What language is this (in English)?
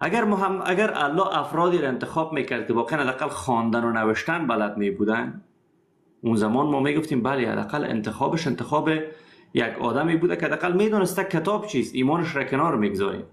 Persian